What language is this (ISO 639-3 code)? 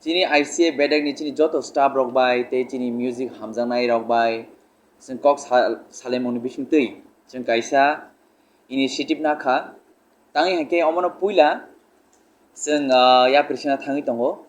trp